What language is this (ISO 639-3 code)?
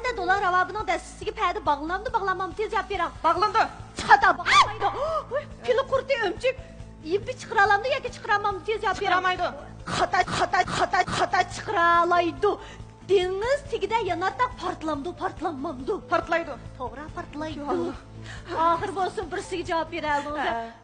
uig